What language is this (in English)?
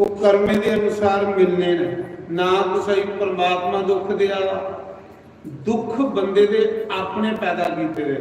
Dogri